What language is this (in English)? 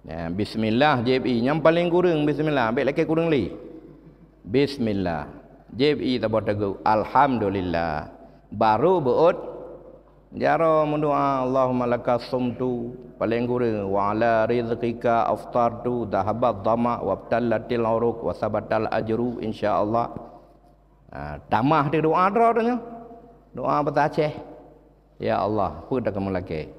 Achinese